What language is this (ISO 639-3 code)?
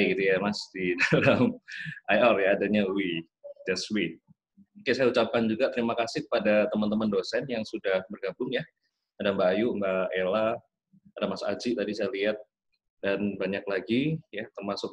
ind